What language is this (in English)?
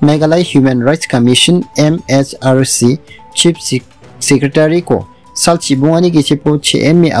Garo